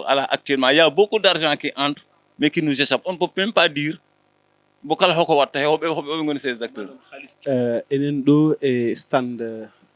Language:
Fula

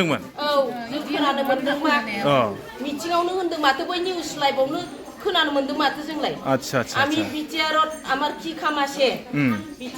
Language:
Bodo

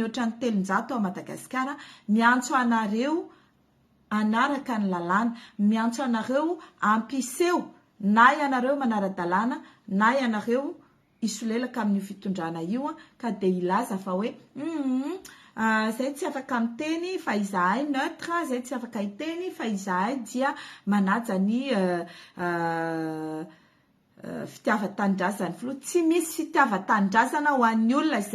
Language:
Malagasy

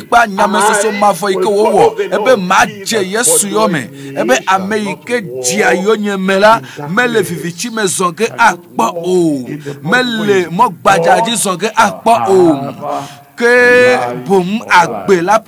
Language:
Ewe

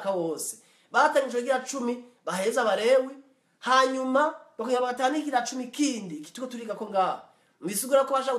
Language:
Rundi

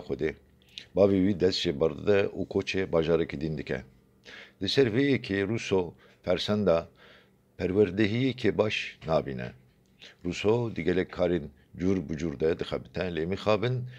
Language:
Kurdish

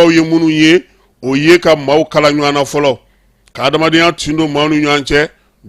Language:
Bambara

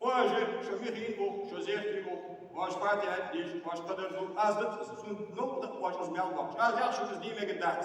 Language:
Ingush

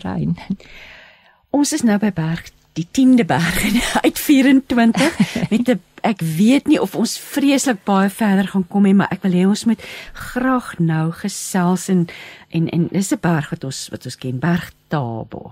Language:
Afrikaans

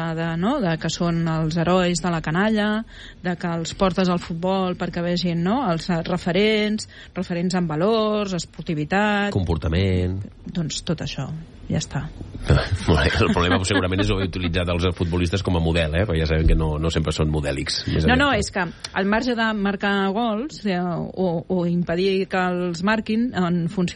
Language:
Catalan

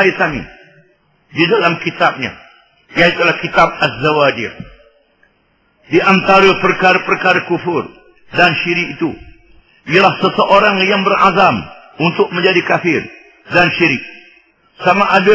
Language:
Malay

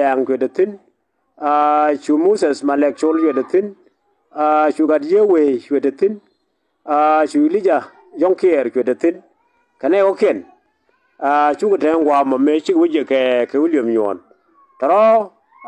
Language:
Nuer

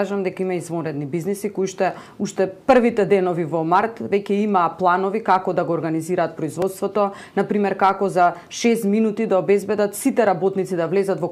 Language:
Macedonian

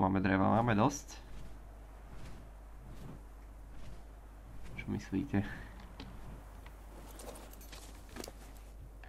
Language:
Slovak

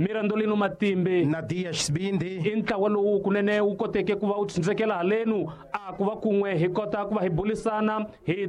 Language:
Tsonga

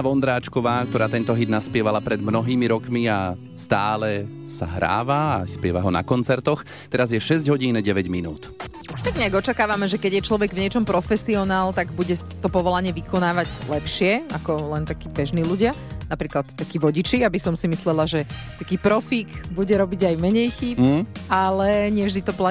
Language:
Slovak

